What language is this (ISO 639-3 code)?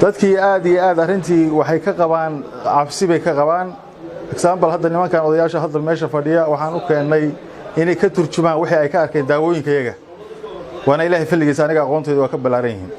som